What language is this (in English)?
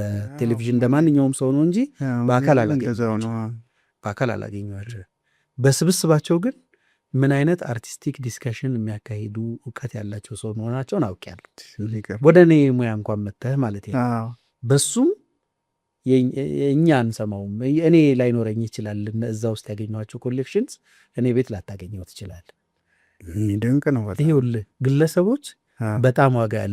Amharic